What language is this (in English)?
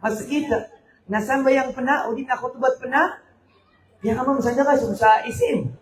Maranao